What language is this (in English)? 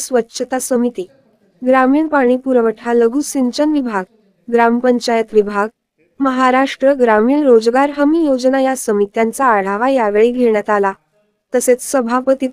Marathi